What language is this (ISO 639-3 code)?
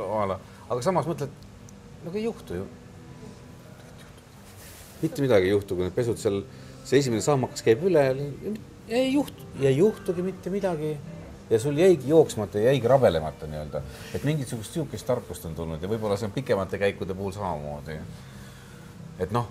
est